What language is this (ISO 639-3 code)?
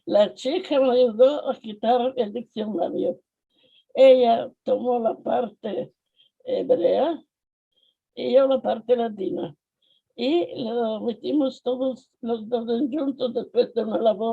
lad